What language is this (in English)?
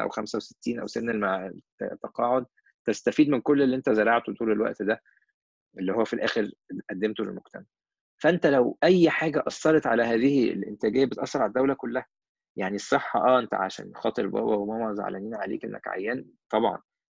Egyptian Arabic